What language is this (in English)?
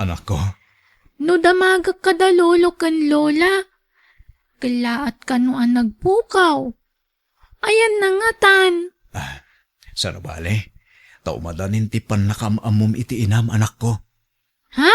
Iloko